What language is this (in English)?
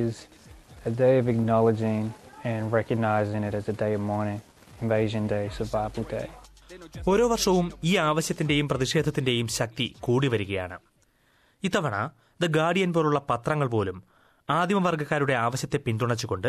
Malayalam